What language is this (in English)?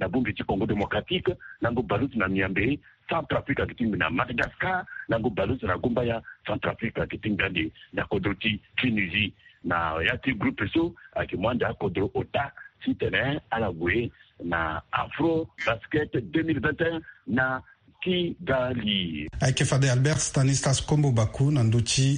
Sango